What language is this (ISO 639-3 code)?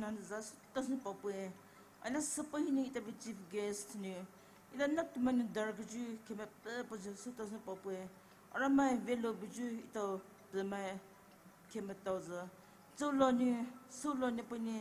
pmx